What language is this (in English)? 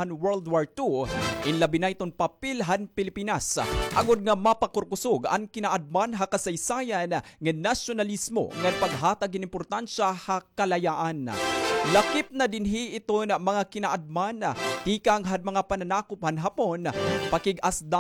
Waray